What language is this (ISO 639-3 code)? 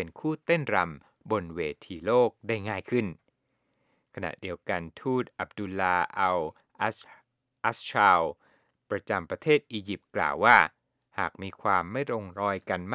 tha